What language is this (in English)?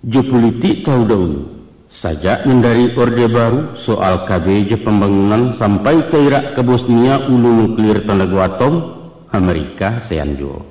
Minangkabau